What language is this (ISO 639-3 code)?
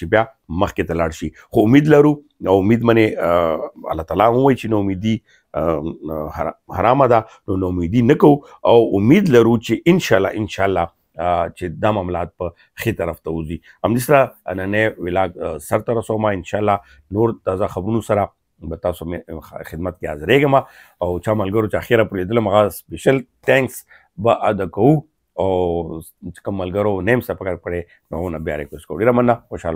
pus